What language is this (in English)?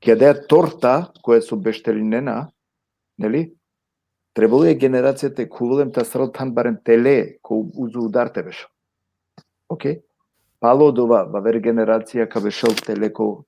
Balkan Romani